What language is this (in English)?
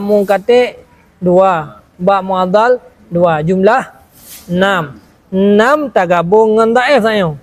Achinese